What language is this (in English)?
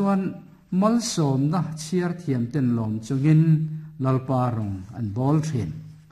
Mizo